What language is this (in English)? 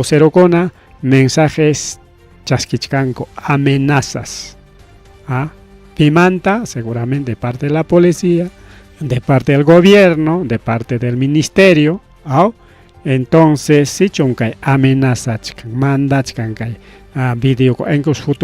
Ayacucho Quechua